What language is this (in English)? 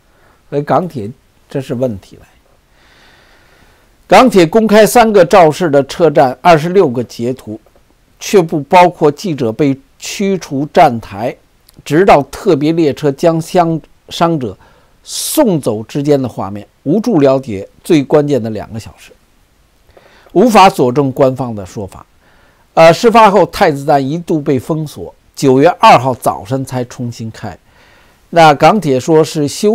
Chinese